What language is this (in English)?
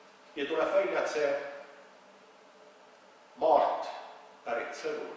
Estonian